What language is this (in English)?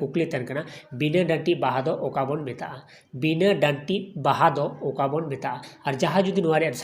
Santali